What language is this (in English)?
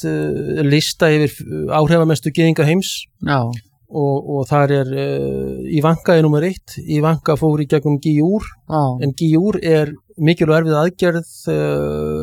Icelandic